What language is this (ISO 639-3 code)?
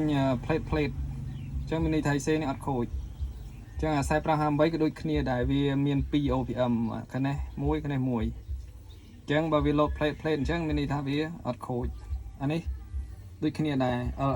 khm